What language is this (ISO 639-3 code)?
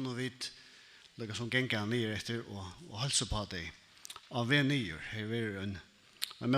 fao